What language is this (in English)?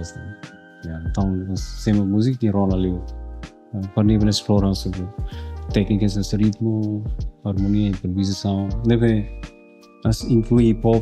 Tetum